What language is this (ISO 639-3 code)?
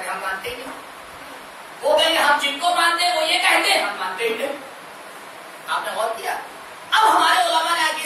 urd